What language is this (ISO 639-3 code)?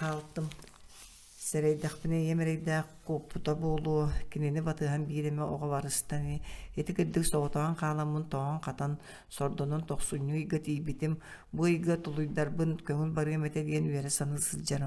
sah